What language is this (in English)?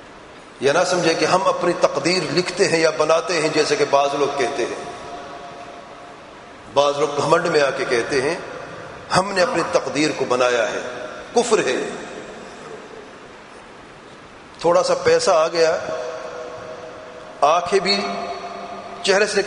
Urdu